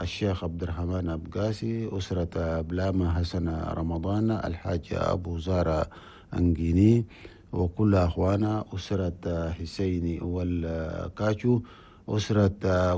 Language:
Chadian Arabic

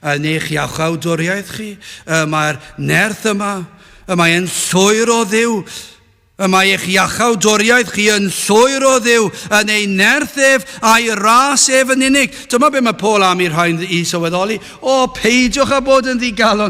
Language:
Welsh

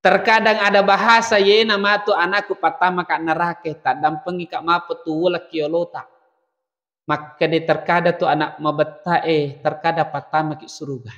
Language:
Buginese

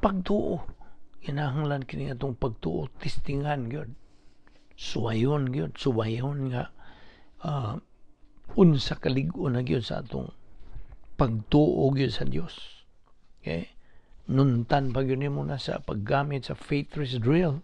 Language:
Cebuano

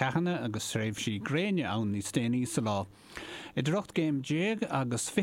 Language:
Irish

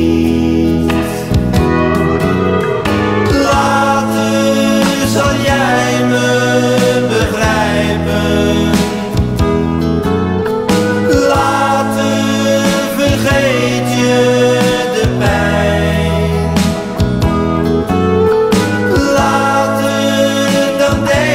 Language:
Dutch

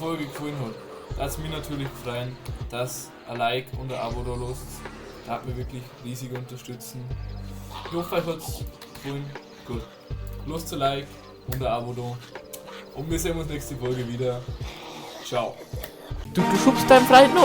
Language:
Bavarian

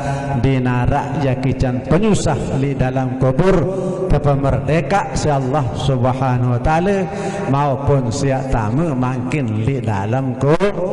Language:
Sasak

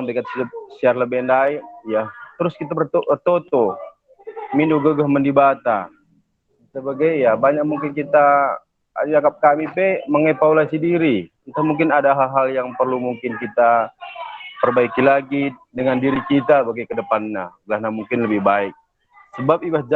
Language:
Batak Karo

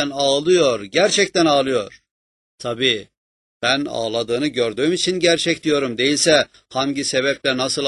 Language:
Turkish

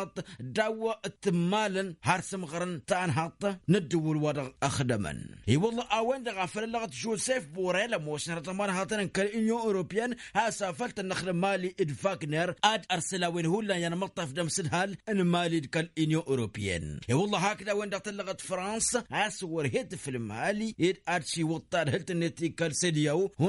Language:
Tamasheq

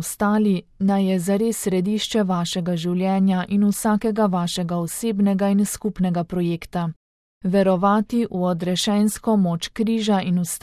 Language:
Slovenian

